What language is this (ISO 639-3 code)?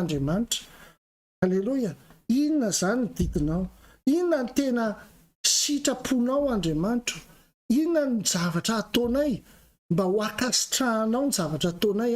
mlg